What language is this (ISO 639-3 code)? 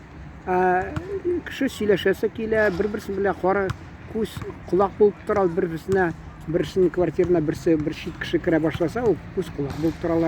tat